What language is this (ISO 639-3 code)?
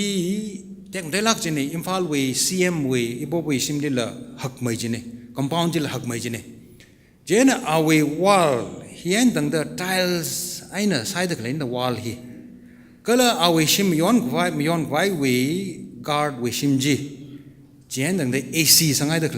nmf